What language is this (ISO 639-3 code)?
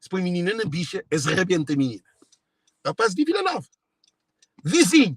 kea